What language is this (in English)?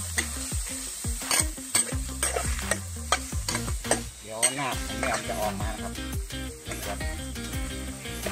Thai